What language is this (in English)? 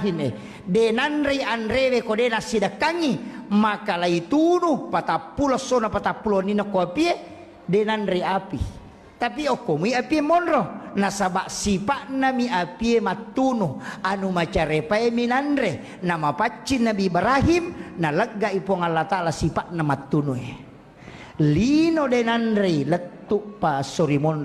Buginese